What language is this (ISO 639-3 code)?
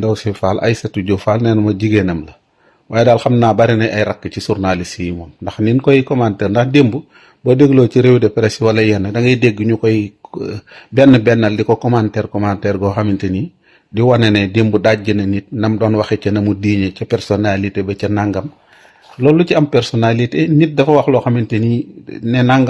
wol